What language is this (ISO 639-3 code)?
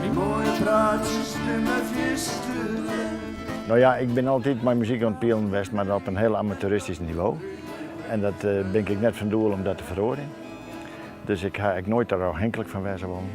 fry